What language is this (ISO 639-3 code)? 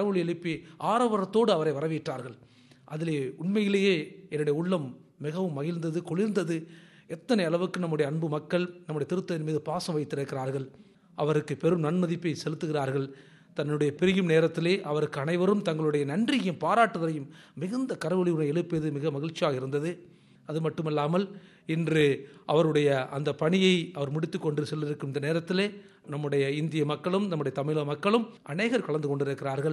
tam